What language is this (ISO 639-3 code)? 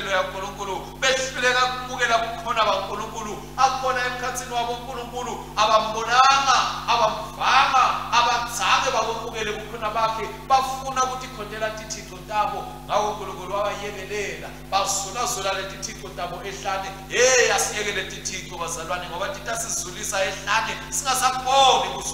ssw